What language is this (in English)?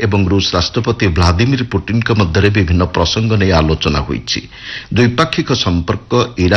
Odia